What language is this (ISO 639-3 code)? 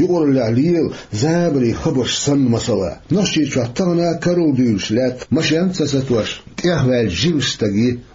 che